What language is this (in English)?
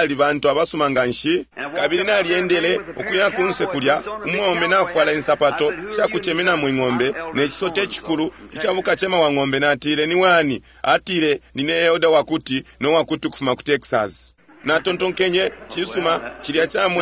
Bemba